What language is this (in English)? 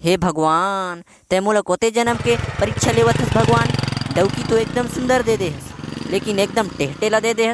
Chhattisgarhi